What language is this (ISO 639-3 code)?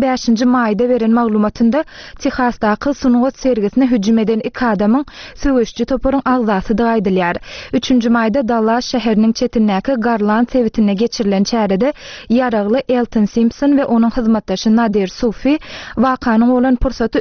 tuk